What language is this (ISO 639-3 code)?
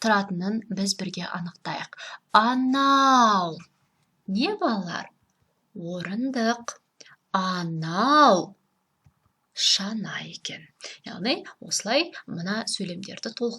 kaz